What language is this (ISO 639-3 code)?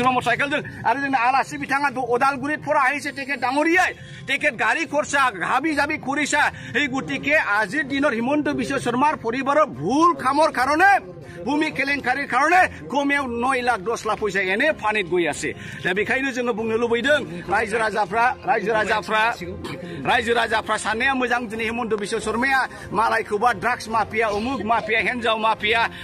brx